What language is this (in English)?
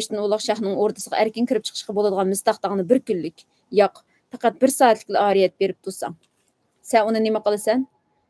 Uyghur